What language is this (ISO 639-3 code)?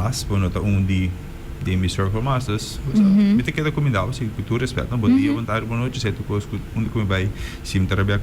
pap